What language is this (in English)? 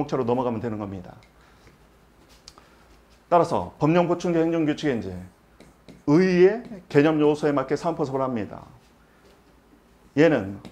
Korean